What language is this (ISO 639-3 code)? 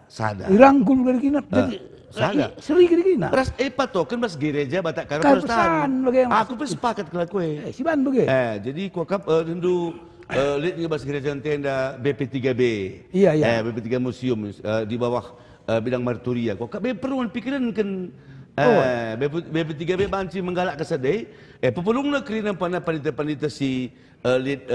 btx